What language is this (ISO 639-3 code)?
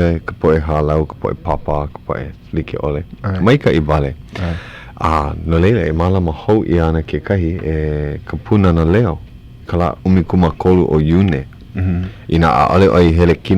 haw